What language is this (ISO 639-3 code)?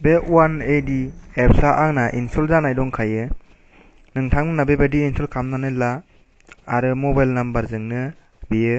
brx